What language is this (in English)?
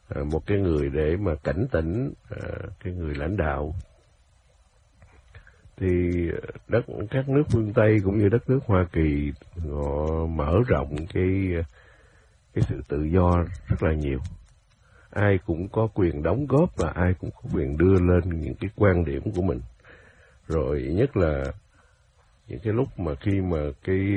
Vietnamese